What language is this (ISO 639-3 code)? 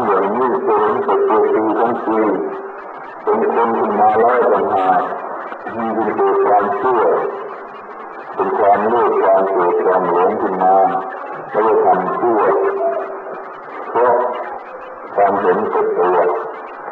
tha